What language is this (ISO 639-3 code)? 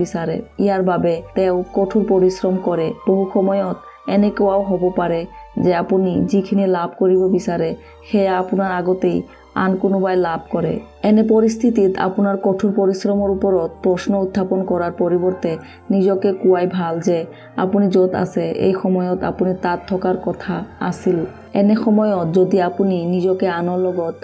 asm